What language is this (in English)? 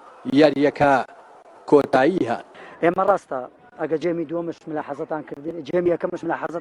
Central Kurdish